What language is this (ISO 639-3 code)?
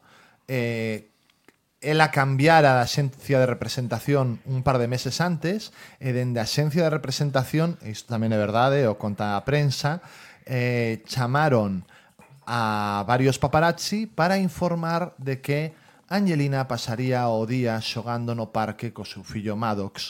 glg